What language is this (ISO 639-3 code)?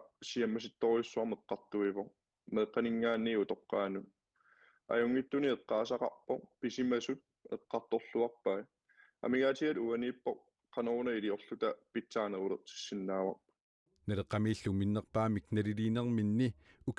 kal